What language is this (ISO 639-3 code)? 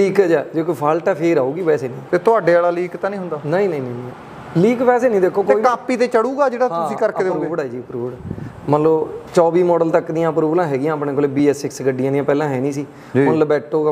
pan